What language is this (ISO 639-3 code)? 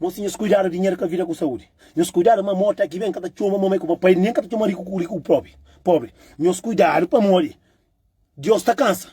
kea